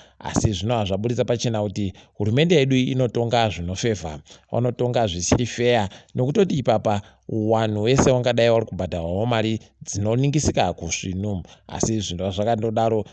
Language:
Ndau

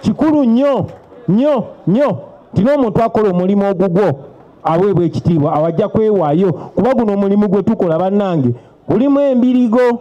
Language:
Ganda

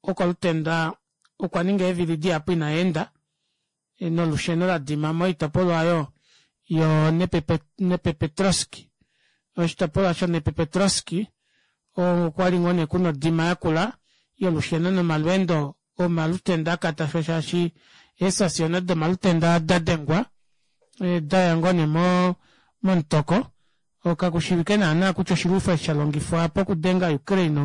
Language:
Kuanyama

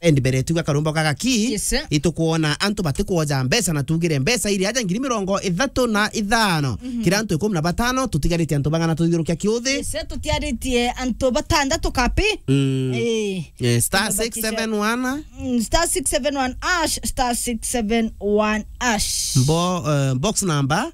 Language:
Meru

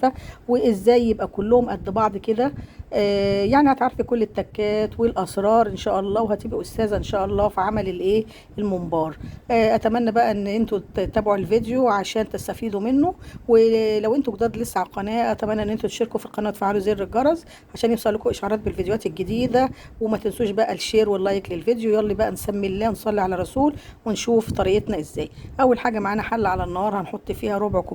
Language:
Egyptian Arabic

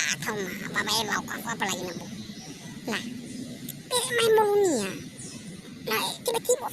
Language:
Nias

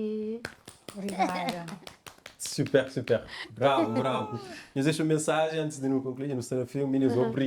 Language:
Kabuverdianu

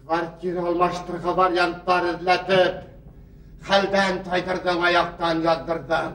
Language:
Bashkir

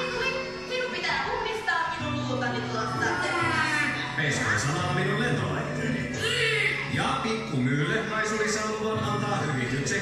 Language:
Finnish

